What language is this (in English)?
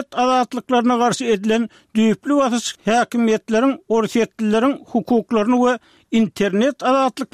Turkmen